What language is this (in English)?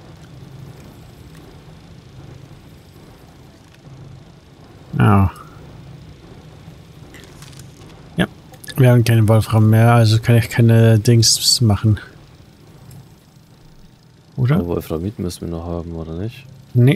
German